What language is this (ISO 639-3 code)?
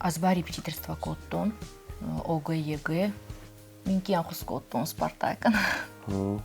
oss